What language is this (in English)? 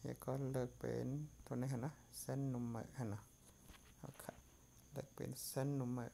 Shan